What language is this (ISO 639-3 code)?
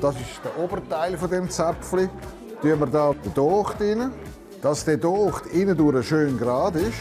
roh